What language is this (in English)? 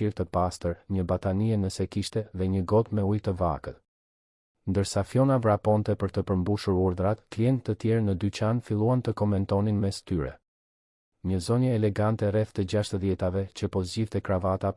Albanian